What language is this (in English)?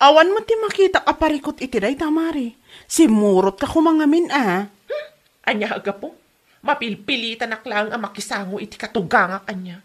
Iloko